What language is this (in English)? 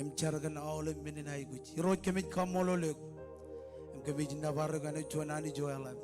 Marshallese